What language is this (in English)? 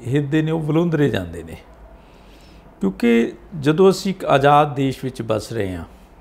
Punjabi